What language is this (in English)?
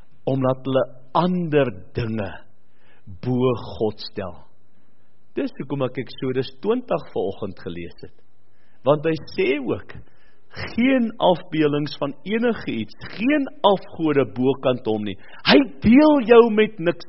Afrikaans